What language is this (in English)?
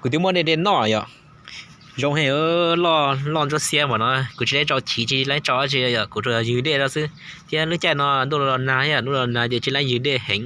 Hmong